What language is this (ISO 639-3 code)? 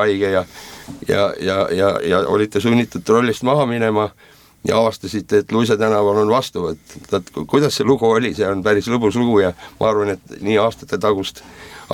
est